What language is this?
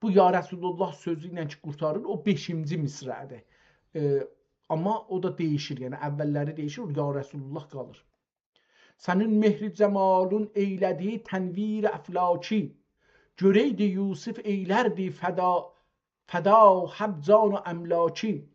South Azerbaijani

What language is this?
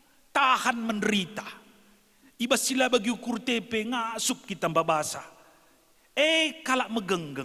Batak Karo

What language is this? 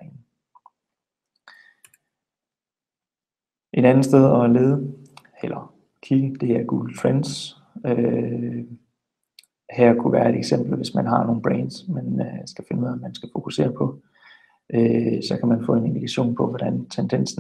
Danish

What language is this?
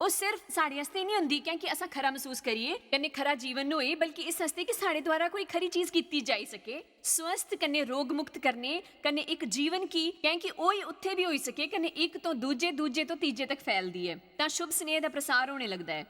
Dogri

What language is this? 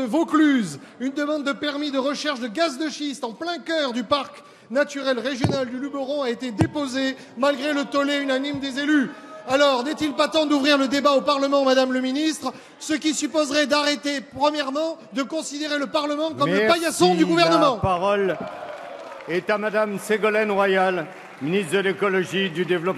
French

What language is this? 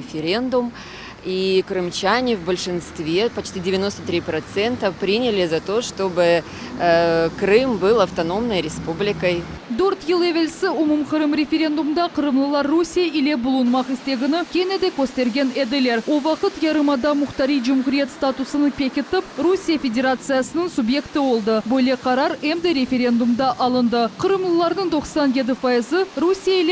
Crimean Tatar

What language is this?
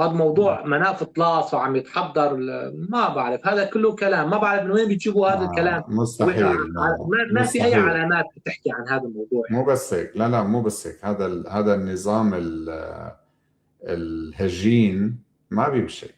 North Levantine Arabic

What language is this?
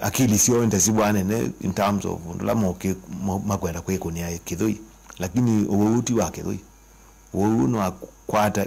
Kamba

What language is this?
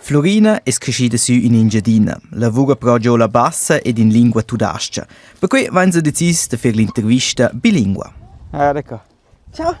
Romansh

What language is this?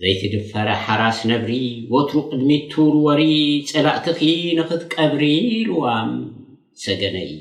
Tigrinya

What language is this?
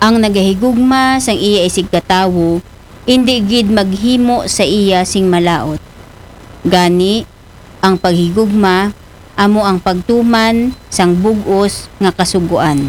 Aklanon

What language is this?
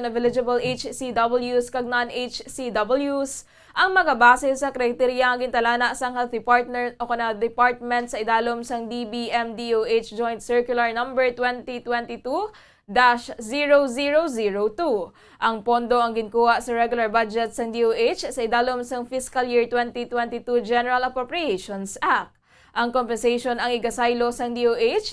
Hiligaynon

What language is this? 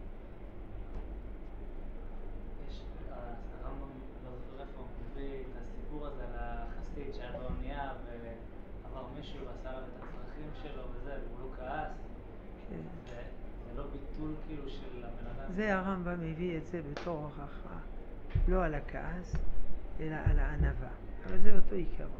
Hebrew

